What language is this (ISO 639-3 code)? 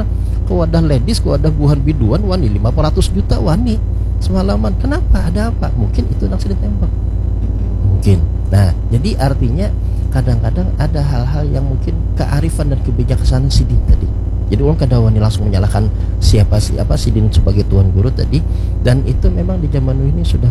bjn